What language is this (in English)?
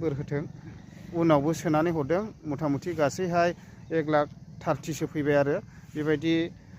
Bodo